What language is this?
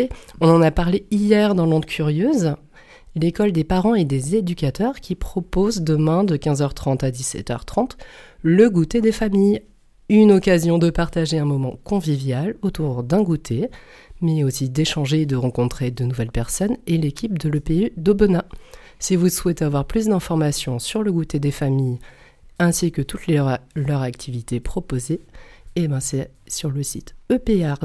French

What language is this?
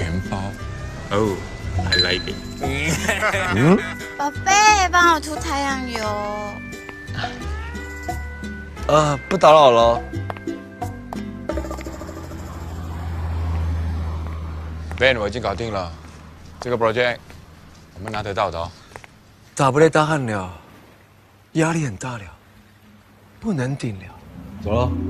Chinese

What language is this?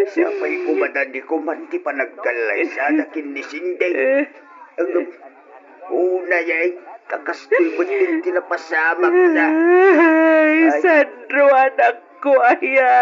Iloko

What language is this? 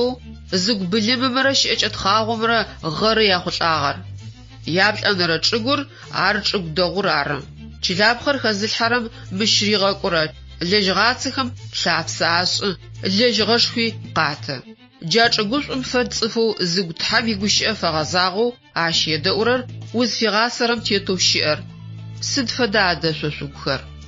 Adyghe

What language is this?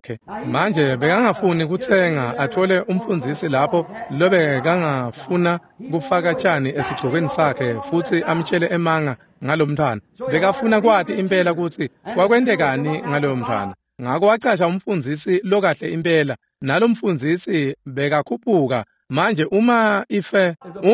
Swati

